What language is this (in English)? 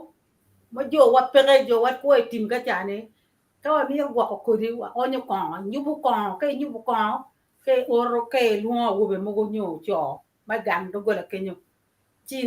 Acoli